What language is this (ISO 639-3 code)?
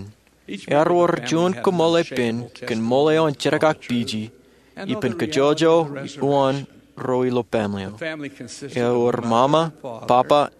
mah